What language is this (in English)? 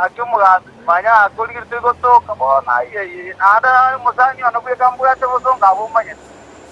Gusii